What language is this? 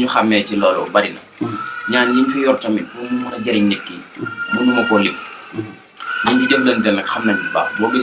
Wolof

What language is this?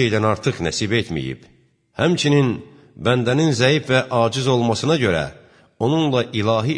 Azerbaijani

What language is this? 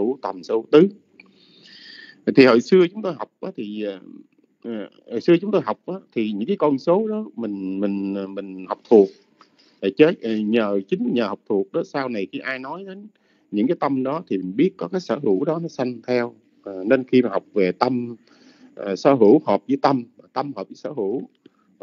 Vietnamese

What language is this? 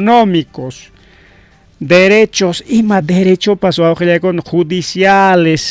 Ayacucho Quechua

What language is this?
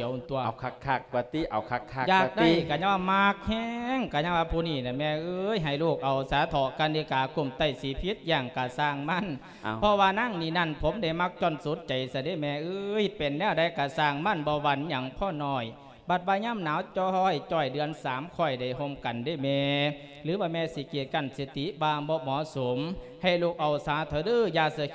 Lao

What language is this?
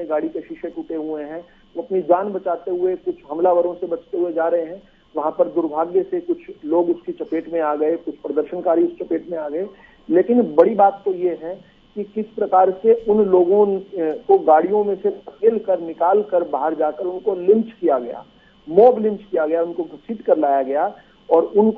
Hindi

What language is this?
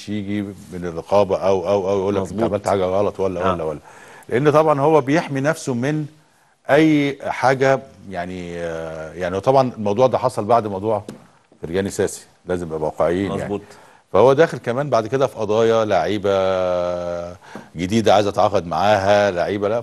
Egyptian Arabic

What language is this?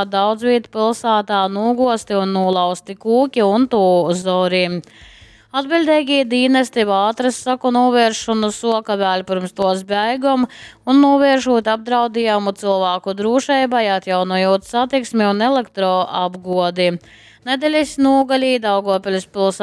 Latgalian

